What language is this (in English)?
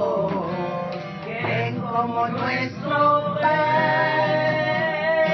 Ladino